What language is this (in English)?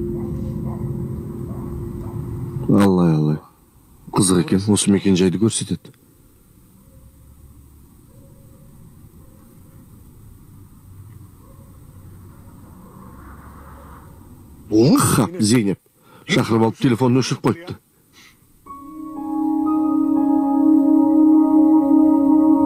Kazakh